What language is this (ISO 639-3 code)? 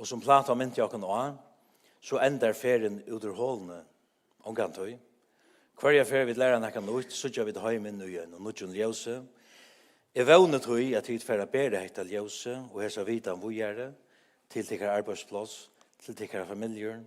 fao